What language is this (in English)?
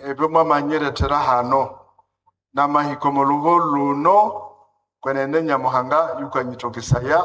Nande